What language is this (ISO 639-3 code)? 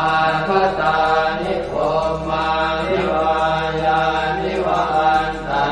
pli